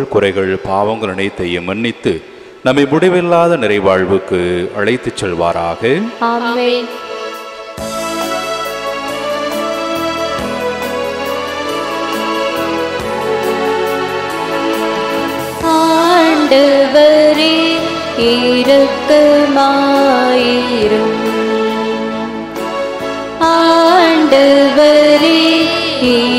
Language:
Tamil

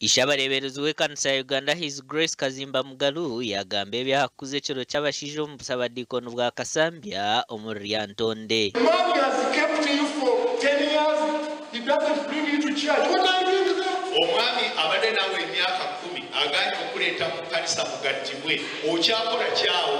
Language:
Nyankole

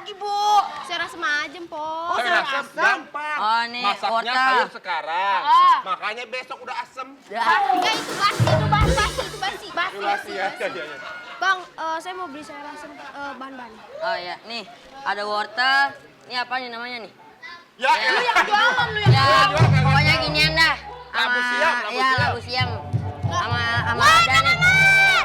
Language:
Betawi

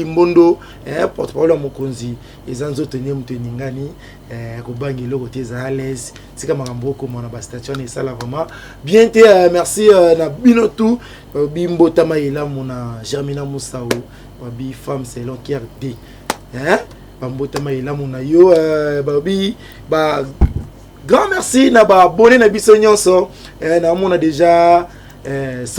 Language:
Lingala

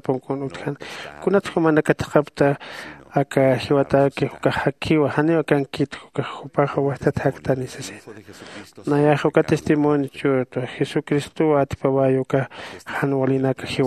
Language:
Aymara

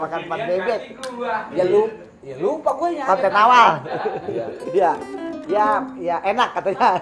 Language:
Betawi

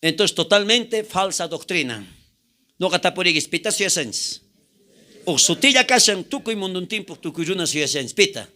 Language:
South Bolivian Quechua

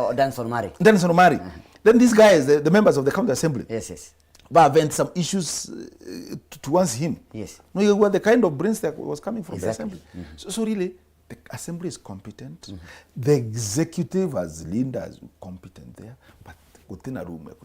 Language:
Meru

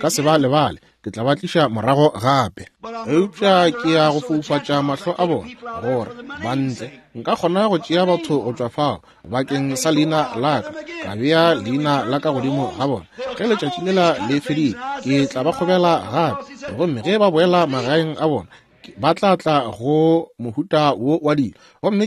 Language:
Northern Sotho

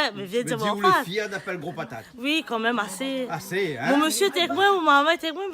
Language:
Réunion Creole French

